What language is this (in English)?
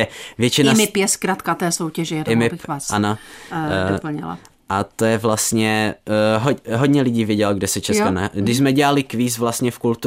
Czech